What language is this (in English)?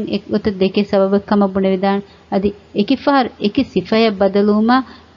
Divehi